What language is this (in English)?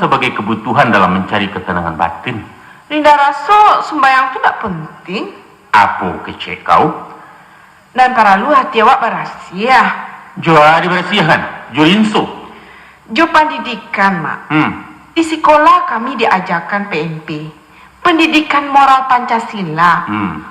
Minangkabau